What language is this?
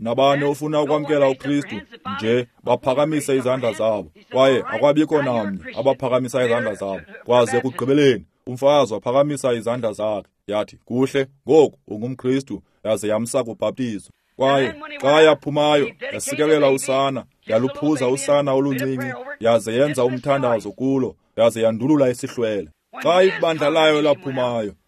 Xhosa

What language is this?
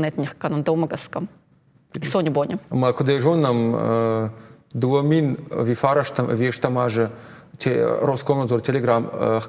Ossetic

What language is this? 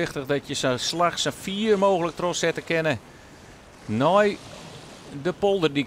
Western Frisian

